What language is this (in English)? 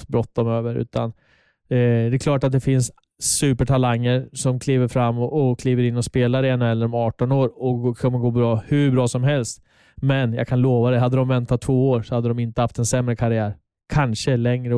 Swedish